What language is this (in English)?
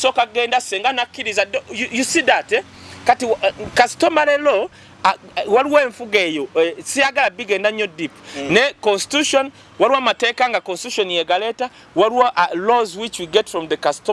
Ganda